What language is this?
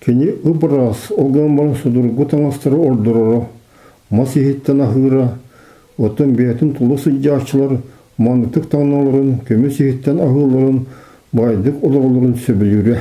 Yakut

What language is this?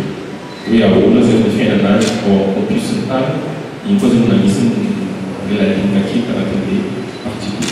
Malagasy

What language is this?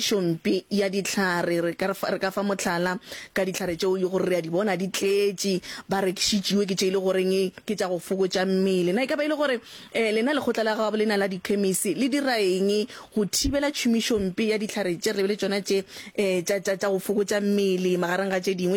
Northern Sotho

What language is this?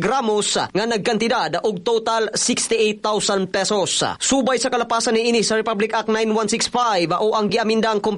Cebuano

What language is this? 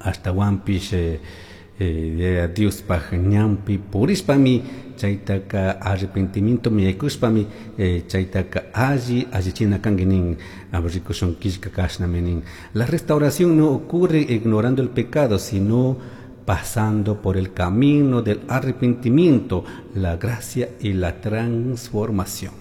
Chimborazo Highland Quichua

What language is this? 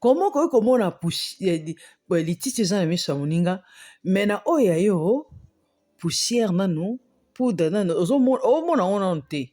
Lingala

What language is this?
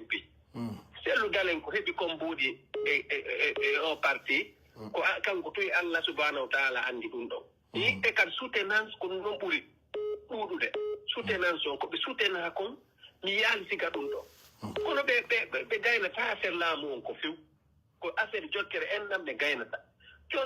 Pular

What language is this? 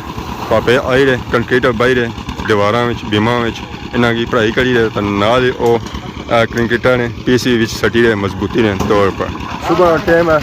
Pahari-Potwari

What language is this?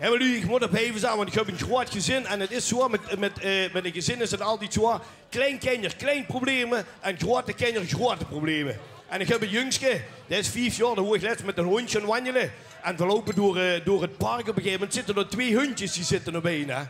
Limburgish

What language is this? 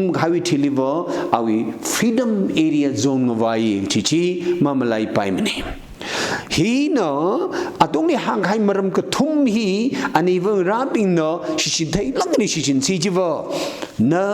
Tangkhul Naga (India)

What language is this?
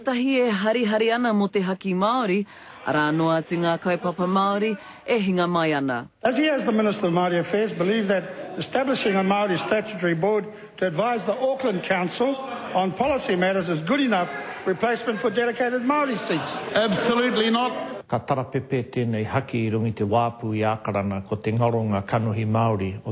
Māori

